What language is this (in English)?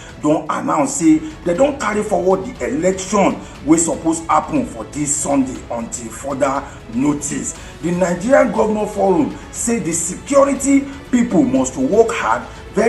Nigerian Pidgin